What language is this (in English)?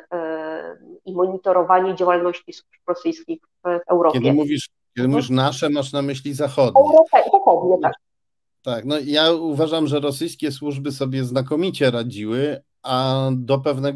Polish